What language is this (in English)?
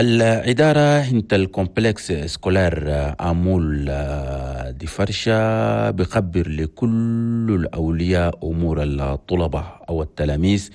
Chadian Arabic